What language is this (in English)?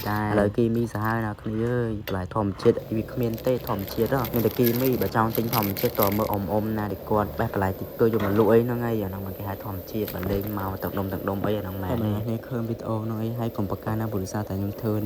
Khmer